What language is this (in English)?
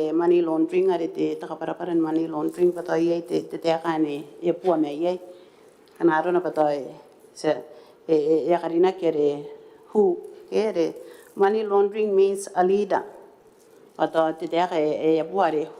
Gilbertese